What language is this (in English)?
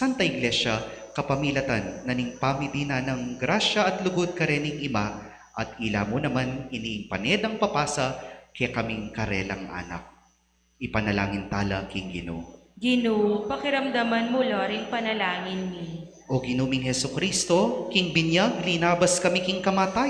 Pampanga